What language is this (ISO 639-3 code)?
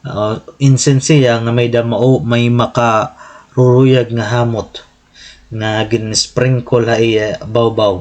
war